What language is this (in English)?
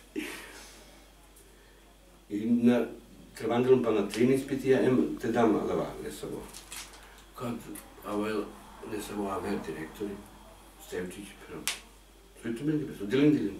Serbian